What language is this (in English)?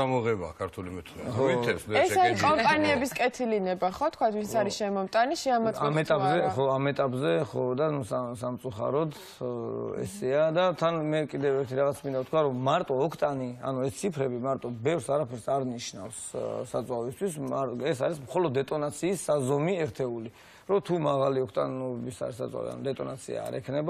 Georgian